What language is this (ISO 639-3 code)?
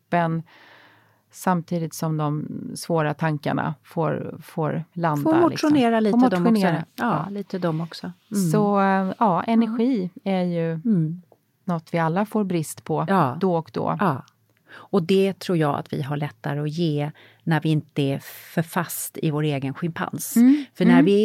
swe